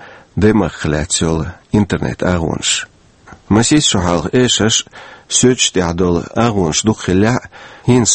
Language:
Chechen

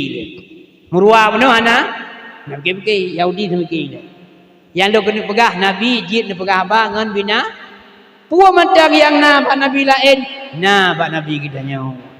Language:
Achinese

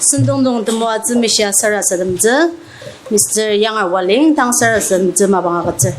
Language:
Ao Naga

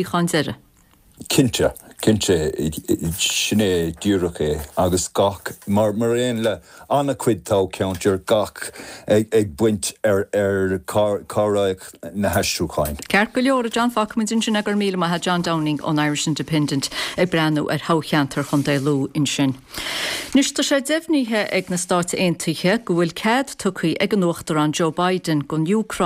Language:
Irish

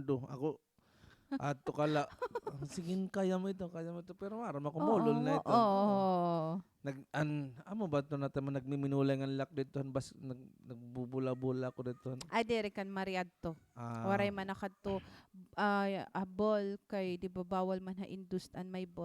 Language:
Waray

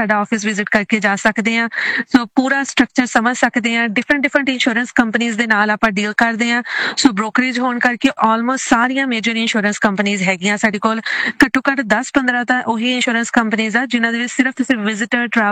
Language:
Punjabi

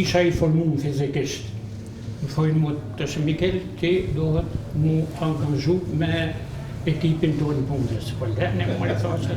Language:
Albanian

